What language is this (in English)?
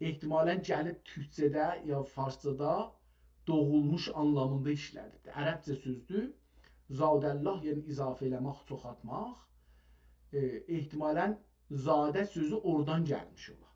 South Azerbaijani